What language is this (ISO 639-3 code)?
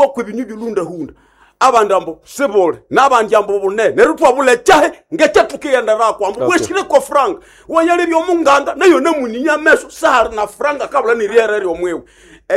nnb